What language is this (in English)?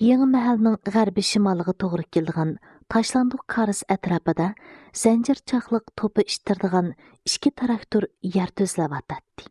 Uyghur